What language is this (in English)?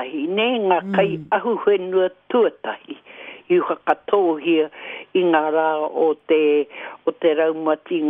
Māori